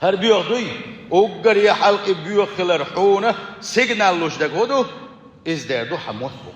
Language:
Chechen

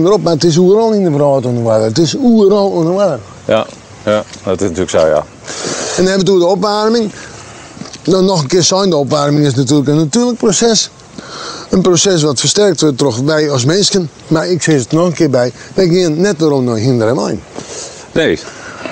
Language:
Western Frisian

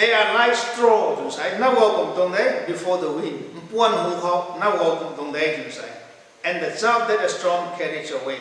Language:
Rongmei Naga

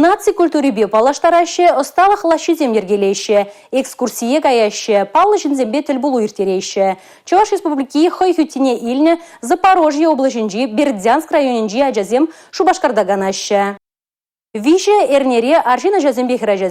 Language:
Chuvash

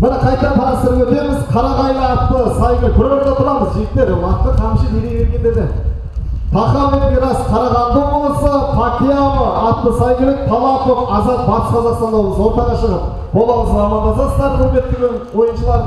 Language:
Kazakh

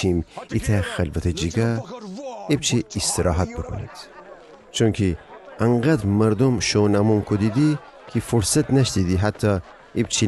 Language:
Gilaki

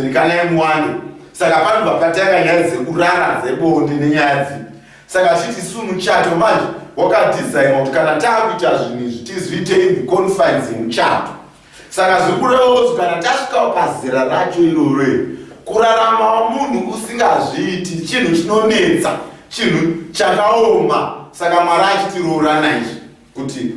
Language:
Shona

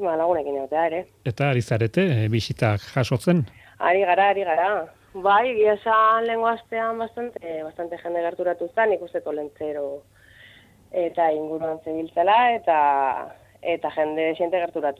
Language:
Basque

